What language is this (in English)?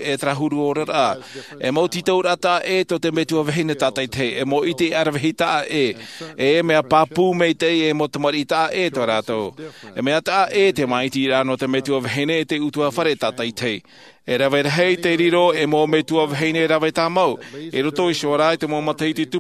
Tahitian